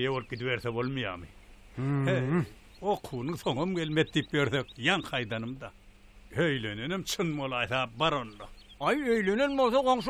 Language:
Turkmen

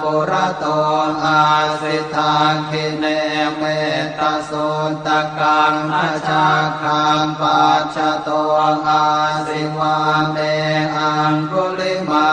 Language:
Pali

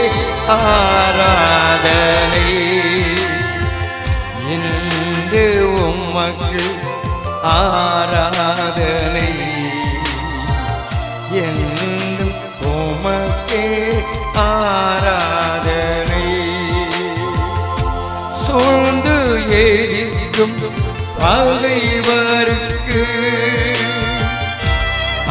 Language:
Tamil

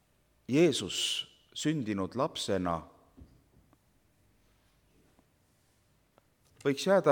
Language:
Estonian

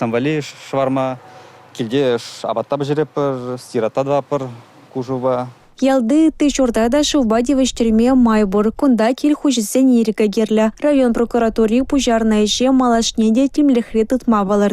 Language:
Chuvash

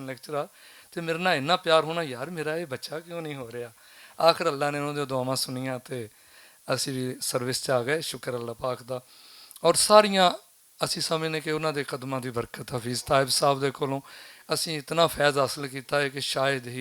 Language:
Western Panjabi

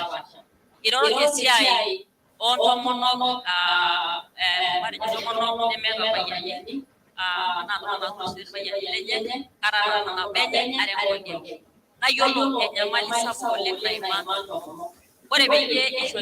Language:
Masai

